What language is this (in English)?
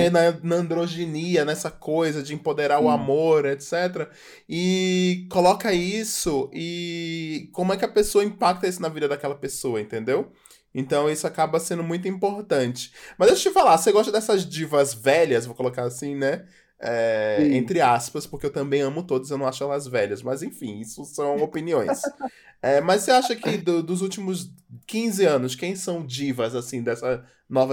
Portuguese